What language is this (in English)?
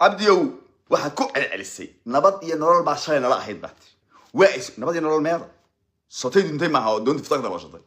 Somali